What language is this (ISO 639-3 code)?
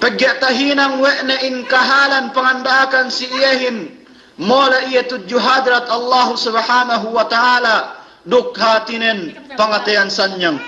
yka